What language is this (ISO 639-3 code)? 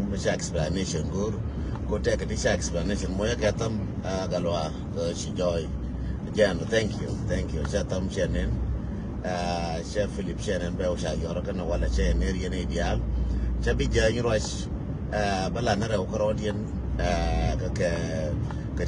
nus